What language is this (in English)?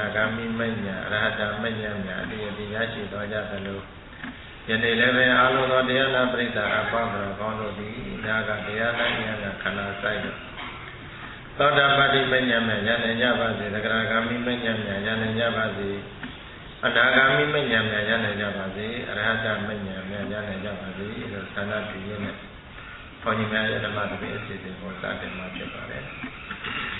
Burmese